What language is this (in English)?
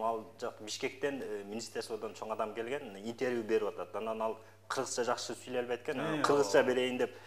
Kyrgyz